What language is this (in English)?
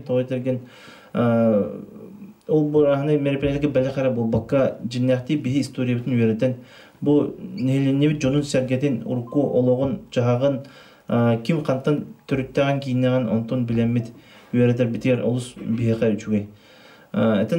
Yakut